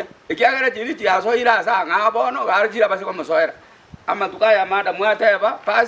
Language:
Gusii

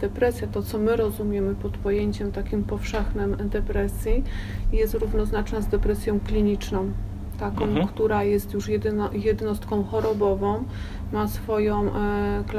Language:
Polish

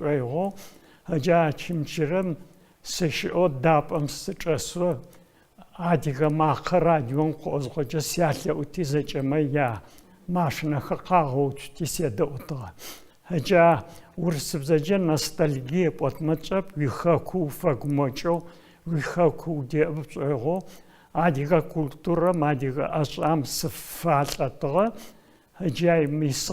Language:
Adyghe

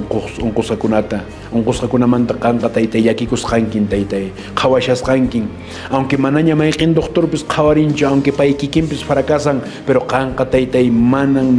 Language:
Quechua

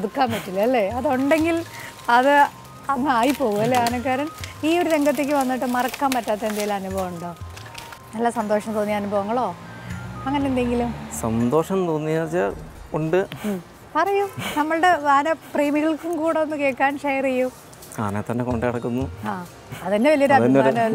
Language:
Malayalam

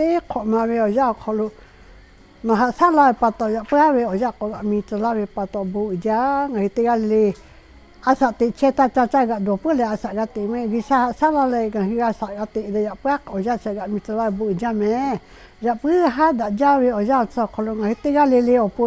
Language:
Lahu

